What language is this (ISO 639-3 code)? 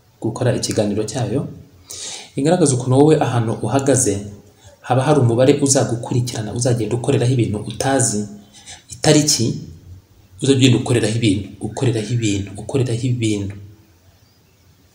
kin